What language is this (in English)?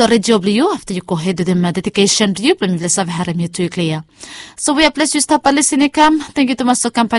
Bislama